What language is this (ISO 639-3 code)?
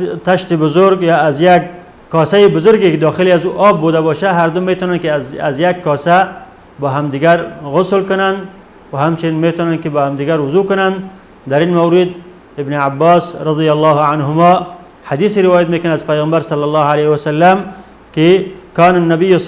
fas